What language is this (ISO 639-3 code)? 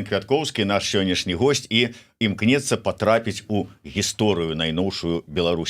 bel